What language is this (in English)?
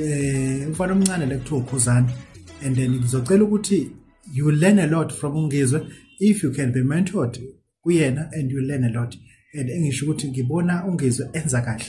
Zulu